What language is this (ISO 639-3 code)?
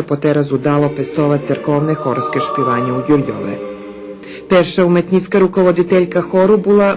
rue